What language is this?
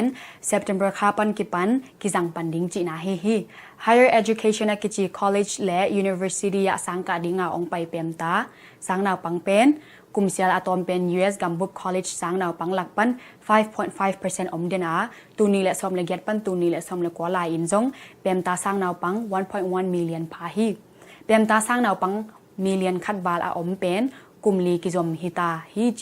Tedim Chin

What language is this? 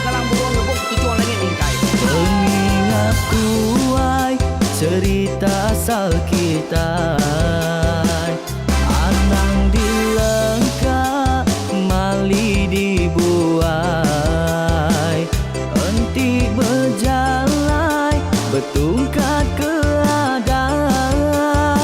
Iban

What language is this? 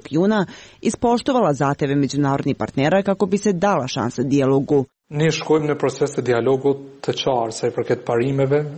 Serbian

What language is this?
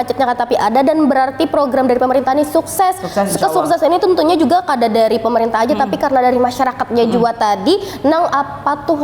Banjar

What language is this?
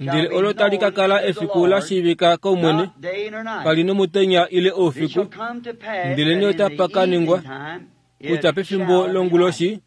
Kuanyama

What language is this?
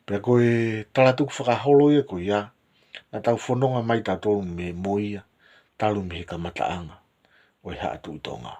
Tongan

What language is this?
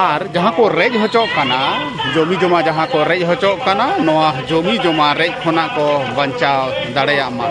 Santali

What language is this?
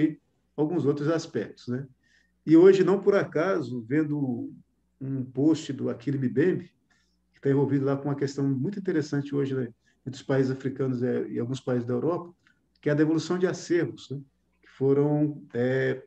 Portuguese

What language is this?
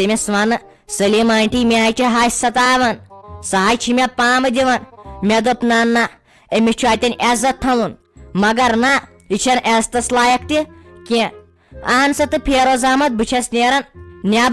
Kashmiri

